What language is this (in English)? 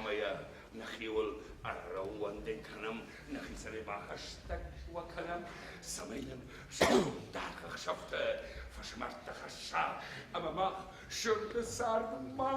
Ossetic